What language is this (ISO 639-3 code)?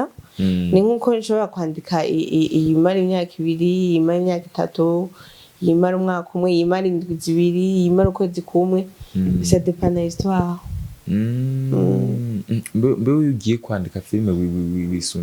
run